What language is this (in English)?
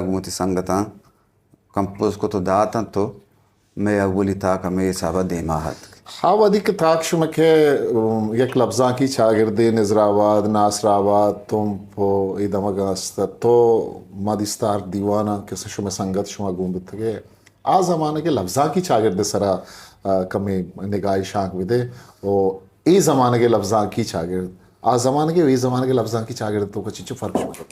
Eastern Balochi